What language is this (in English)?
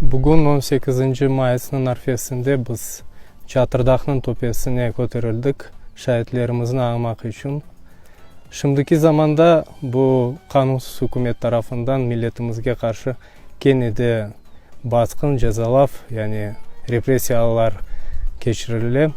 Crimean Tatar